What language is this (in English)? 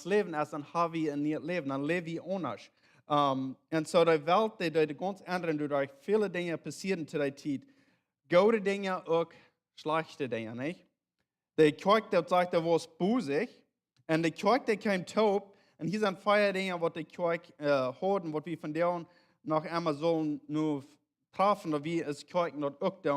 Plautdietsch